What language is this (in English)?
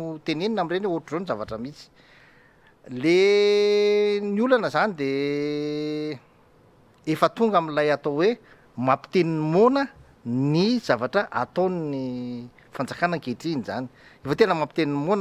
Malagasy